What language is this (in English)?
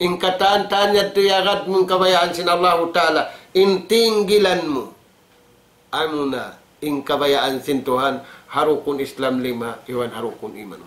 Tausug